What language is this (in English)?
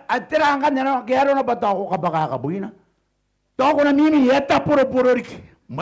Gilbertese